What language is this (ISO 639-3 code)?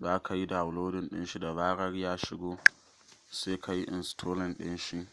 hau